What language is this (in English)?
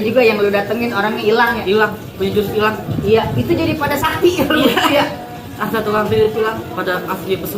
Betawi